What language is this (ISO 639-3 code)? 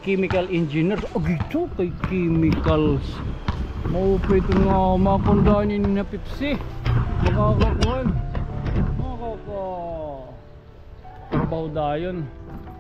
war